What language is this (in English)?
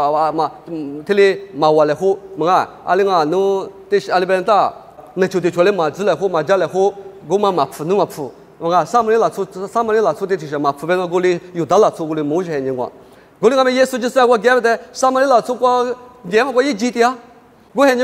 Lisu